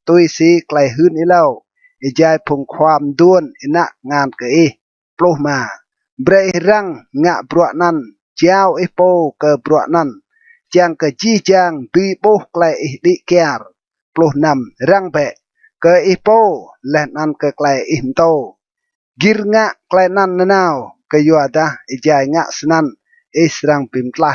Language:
Rade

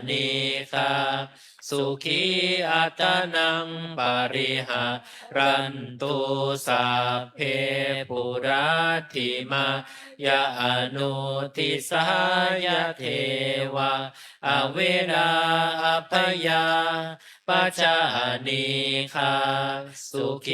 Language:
Pali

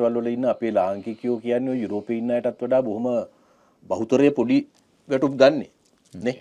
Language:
Sinhala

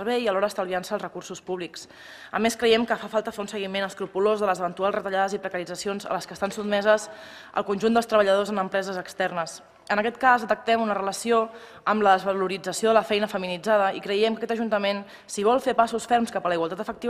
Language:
Catalan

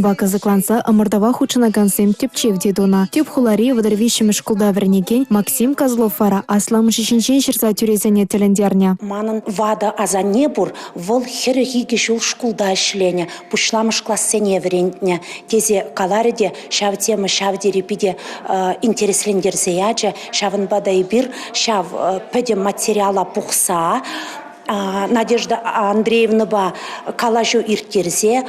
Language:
Chuvash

